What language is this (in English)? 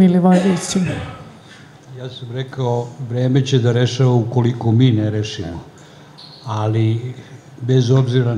Croatian